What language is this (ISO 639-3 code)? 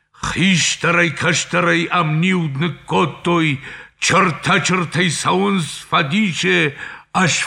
oss